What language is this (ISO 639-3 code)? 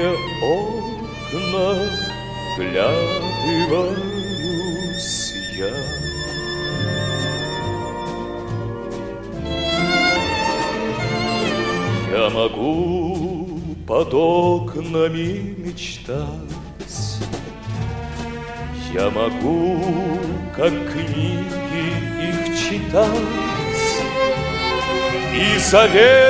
rus